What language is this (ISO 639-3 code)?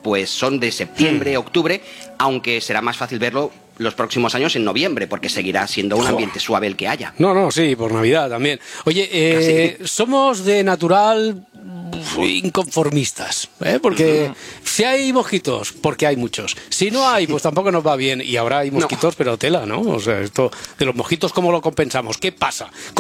spa